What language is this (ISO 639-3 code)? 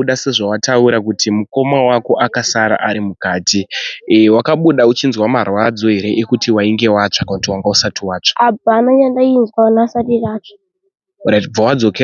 sna